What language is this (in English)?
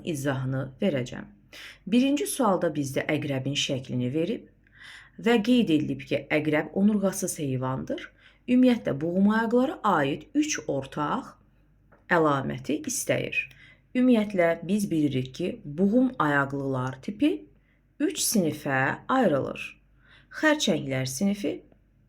Azerbaijani